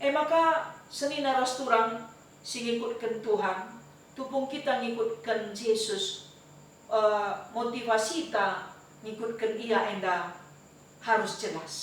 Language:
Batak Karo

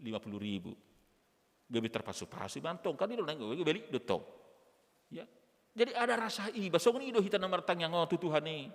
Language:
Batak Toba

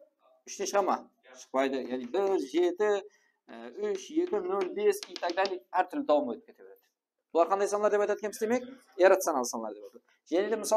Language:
Kara-Kalpak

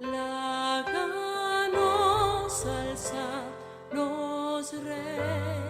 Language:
Papiamento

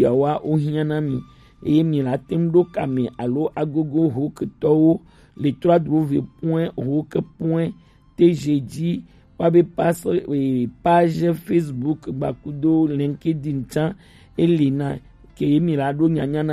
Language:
Gen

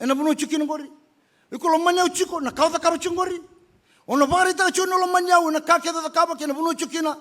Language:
Fijian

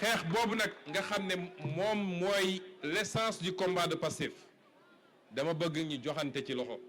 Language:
Wolof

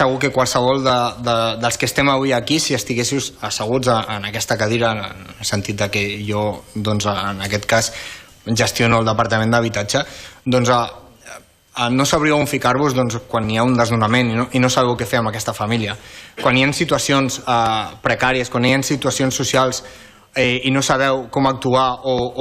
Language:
Catalan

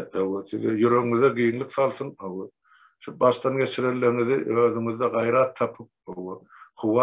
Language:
Turkmen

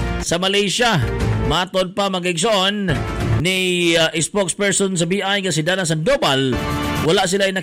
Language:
Cebuano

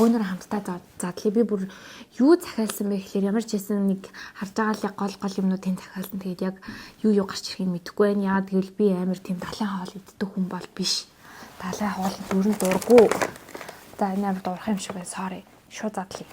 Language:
Mongolian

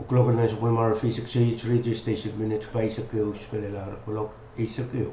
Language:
Pohnpeian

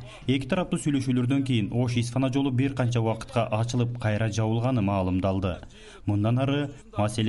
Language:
Kyrgyz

